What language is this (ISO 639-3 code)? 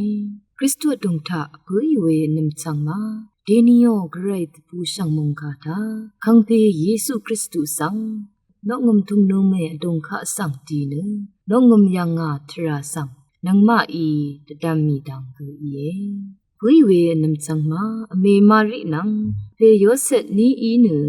raw